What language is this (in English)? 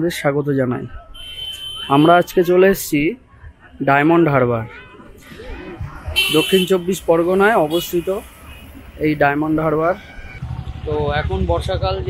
Bangla